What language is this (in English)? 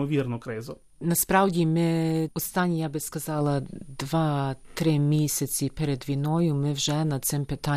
Ukrainian